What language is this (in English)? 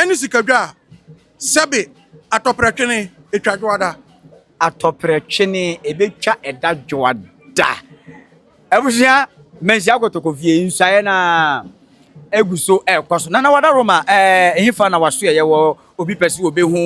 Akan